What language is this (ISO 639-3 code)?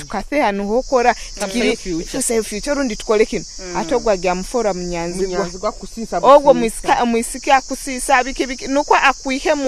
nyo